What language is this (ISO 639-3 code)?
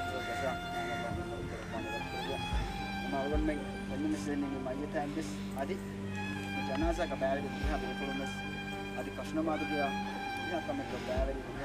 div